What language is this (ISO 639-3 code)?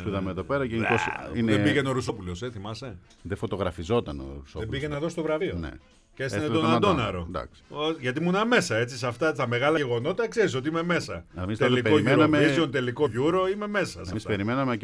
ell